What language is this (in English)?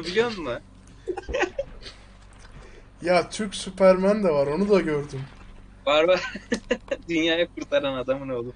Turkish